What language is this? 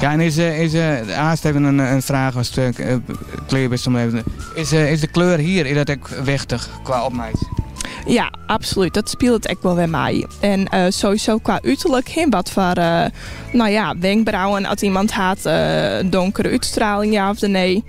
Western Frisian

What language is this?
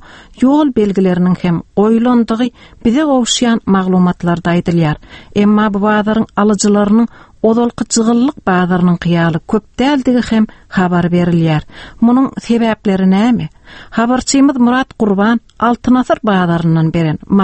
Turkmen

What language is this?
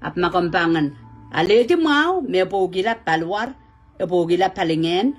Pohnpeian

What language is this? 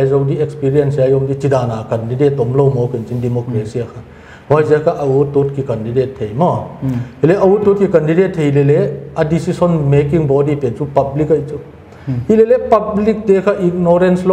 Paite Chin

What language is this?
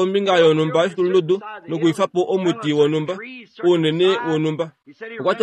Kuanyama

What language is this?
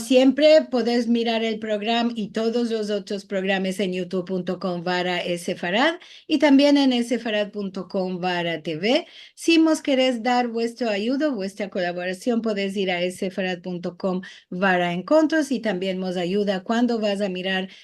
Ladino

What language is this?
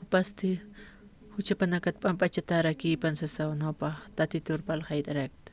Aymara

